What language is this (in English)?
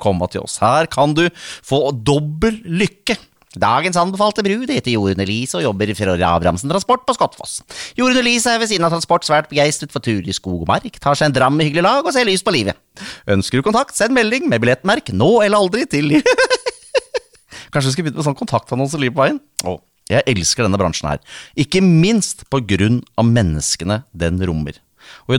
Norwegian